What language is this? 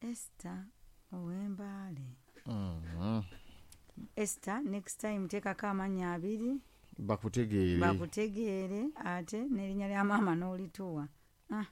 Ganda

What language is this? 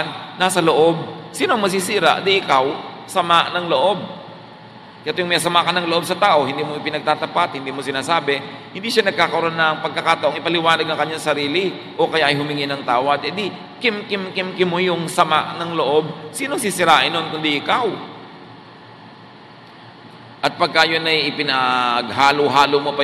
Filipino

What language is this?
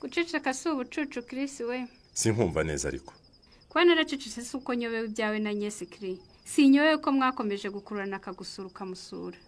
Kinyarwanda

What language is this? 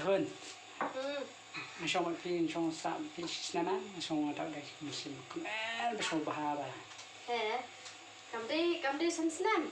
Khasi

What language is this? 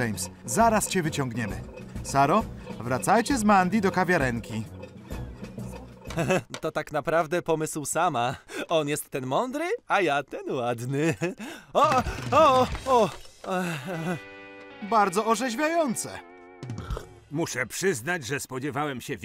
Polish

